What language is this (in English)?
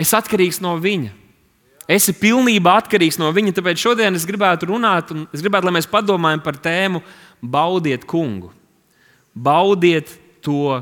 Latvian